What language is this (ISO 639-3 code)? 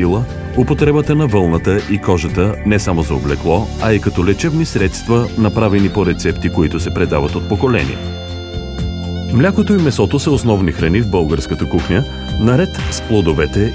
bul